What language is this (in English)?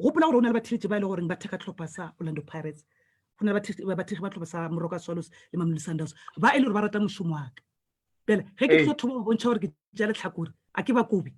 Northern Sotho